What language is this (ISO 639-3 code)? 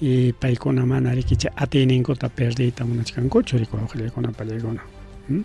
quy